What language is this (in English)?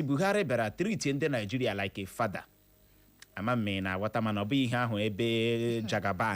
Igbo